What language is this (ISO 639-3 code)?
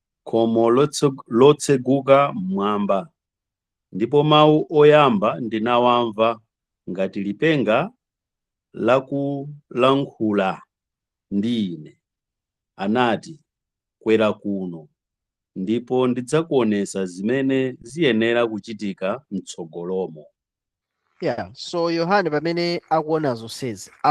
nya